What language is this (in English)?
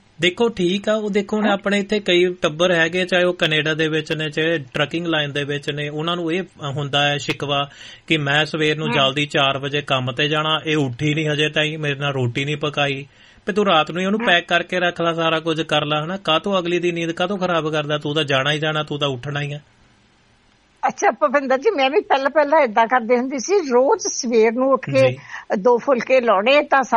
Punjabi